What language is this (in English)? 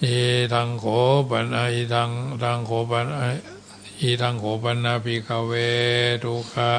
Pali